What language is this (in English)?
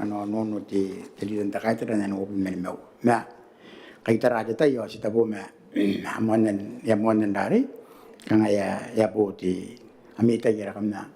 Gilbertese